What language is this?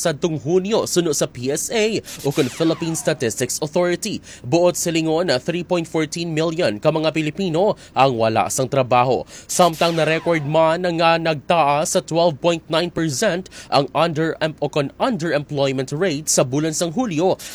Hiligaynon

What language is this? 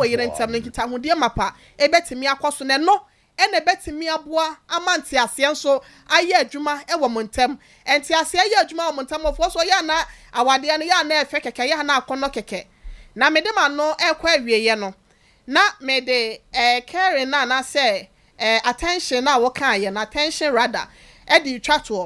Akan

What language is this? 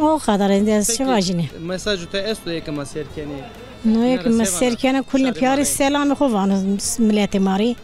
Zaza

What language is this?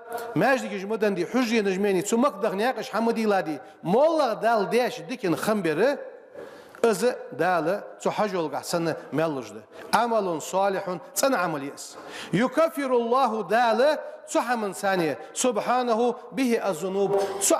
Ingush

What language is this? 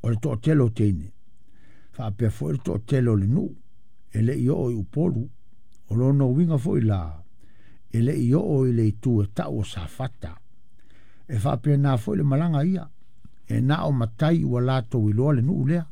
Samoan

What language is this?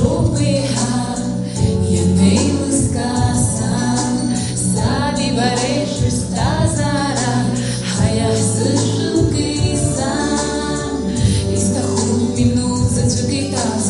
Abkhazian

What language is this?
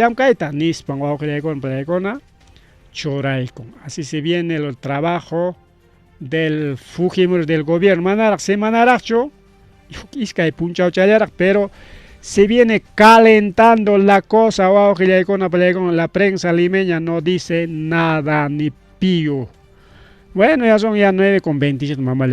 Ayacucho Quechua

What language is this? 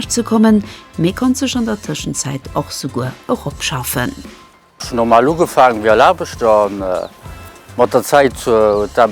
Luxembourgish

